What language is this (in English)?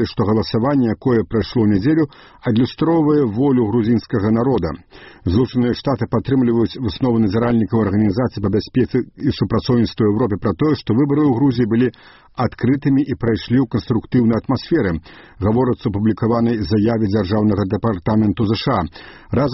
Belarusian